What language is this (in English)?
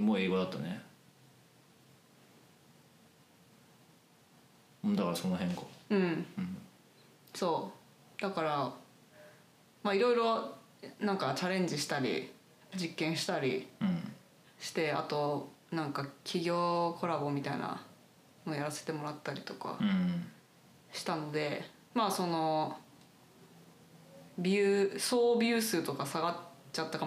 Japanese